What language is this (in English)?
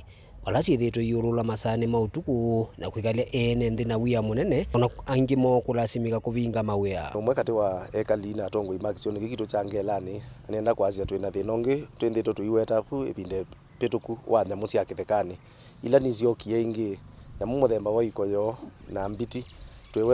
Kamba